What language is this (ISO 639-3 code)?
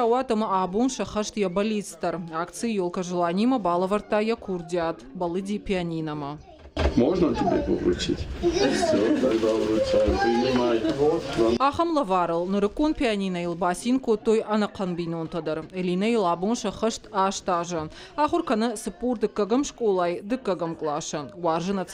oss